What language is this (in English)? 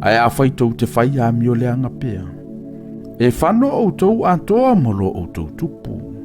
Samoan